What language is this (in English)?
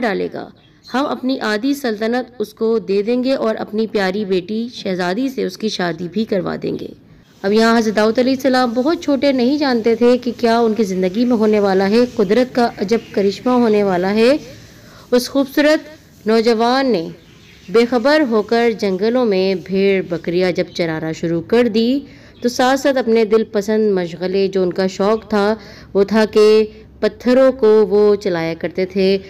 Urdu